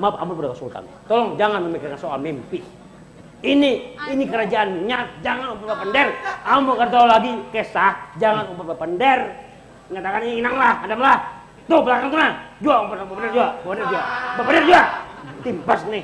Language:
Banjar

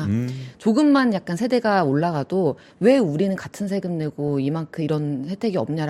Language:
Korean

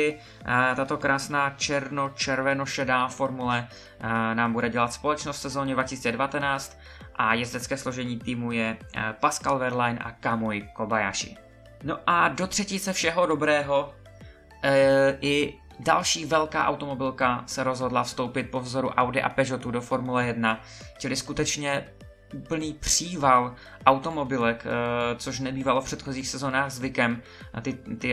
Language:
Czech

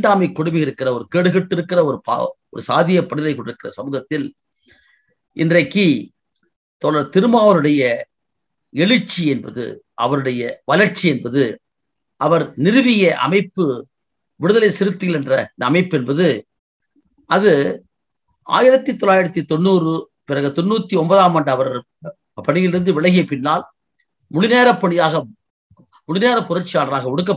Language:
Tamil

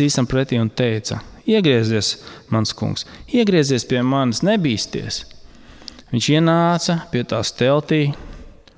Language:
Latvian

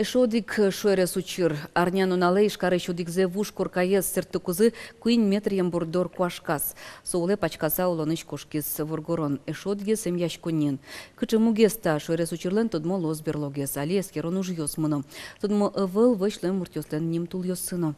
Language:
Udmurt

